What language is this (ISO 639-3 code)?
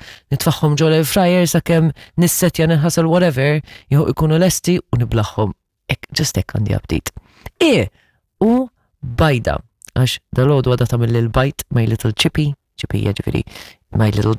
mlt